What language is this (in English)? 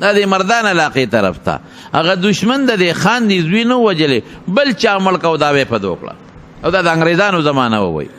Pashto